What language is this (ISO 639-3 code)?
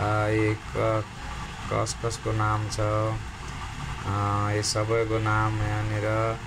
nep